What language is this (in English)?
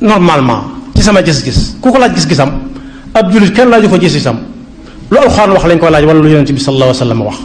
Wolof